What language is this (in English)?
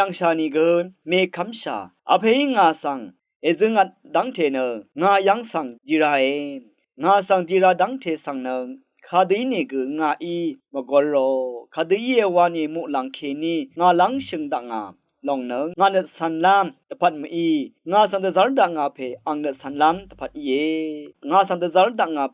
Rawang